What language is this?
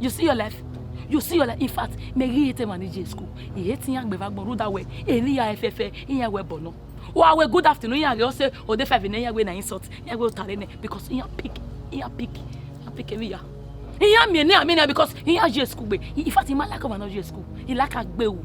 Bini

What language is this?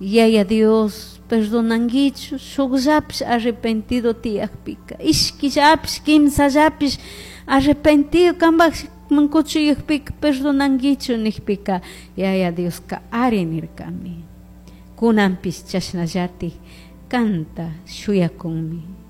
Chimborazo Highland Quichua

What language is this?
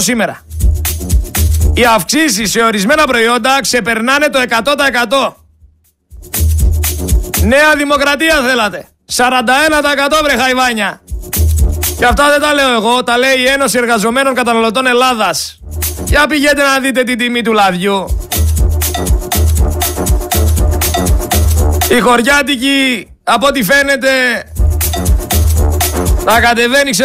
Greek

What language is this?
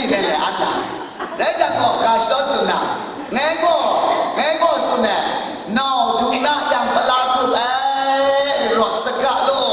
Kachin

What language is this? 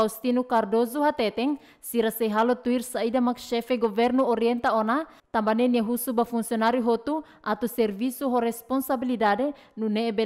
Tetum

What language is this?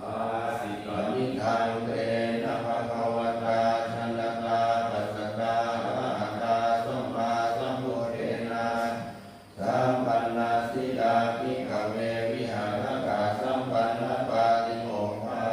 Pali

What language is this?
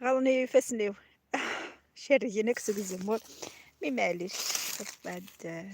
Kabyle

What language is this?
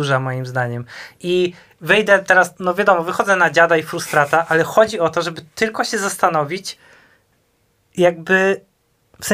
Polish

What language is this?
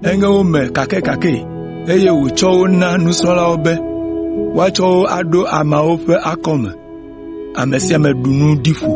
Ewe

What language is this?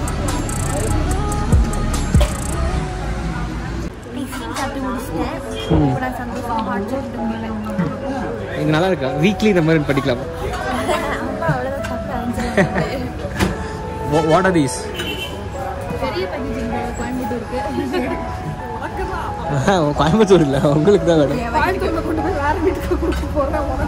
Tamil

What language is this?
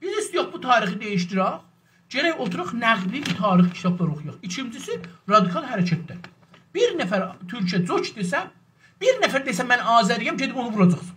South Azerbaijani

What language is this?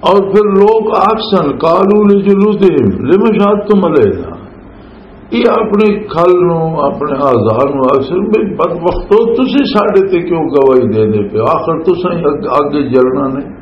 Western Panjabi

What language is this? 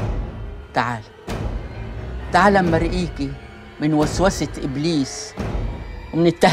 Arabic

